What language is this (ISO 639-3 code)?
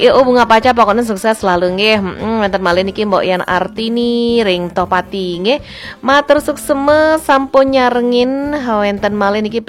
ban